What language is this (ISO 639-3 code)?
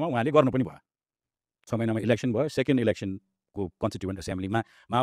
nep